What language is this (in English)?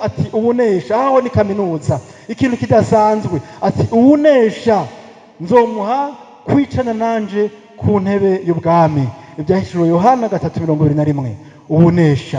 Rundi